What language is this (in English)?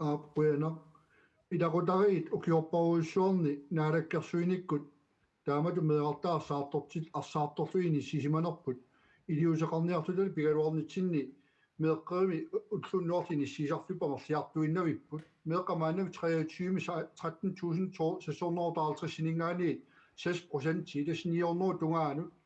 Kalaallisut